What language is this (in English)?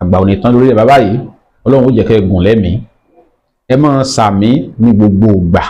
Yoruba